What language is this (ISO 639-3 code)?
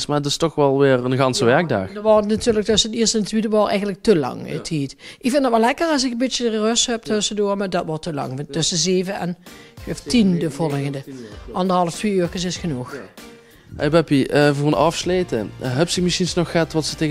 lim